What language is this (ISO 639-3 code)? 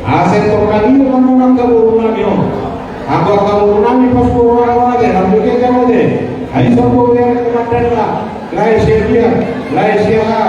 bbc